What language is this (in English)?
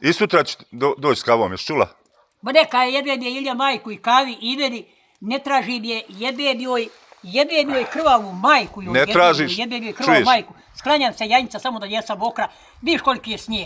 Bosnian